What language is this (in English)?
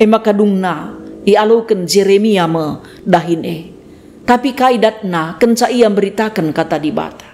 Batak Karo